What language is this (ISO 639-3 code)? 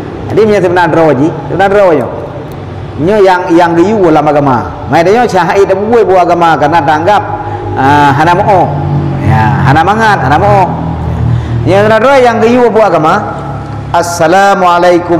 ace